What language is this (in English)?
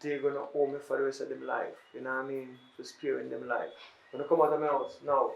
Jamaican Creole English